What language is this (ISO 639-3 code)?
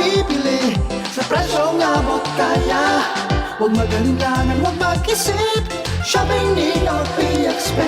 bik